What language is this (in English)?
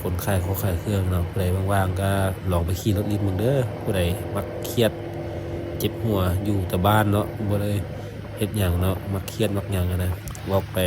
Lao